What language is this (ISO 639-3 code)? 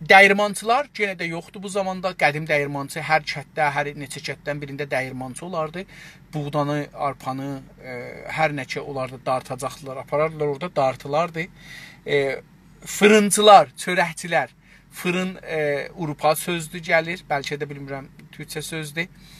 azb